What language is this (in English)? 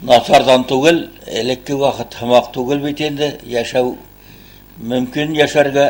Bashkir